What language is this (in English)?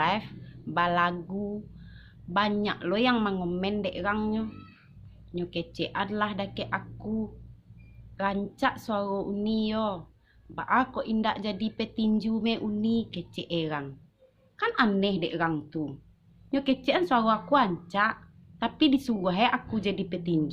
Minangkabau